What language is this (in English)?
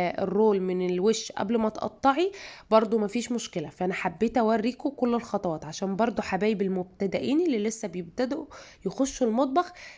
Egyptian Arabic